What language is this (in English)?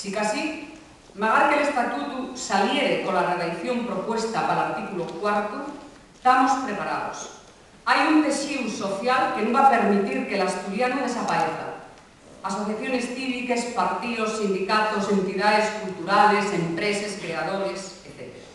Asturian